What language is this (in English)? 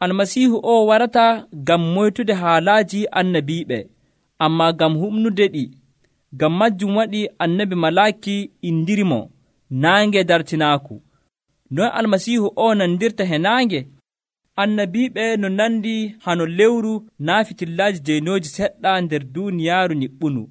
Nigerian Fulfulde